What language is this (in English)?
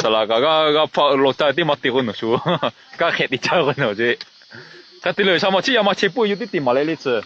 Lahu